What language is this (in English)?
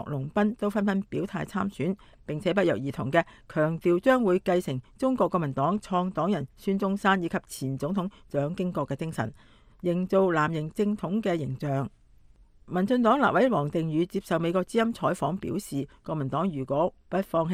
Cantonese